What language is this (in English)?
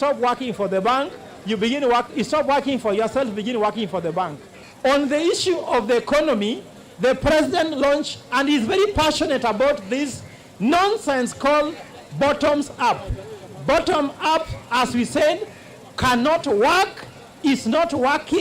Kamba